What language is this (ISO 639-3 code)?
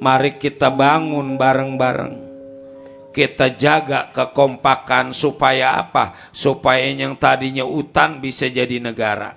bew